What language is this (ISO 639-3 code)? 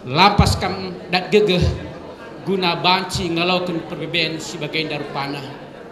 btx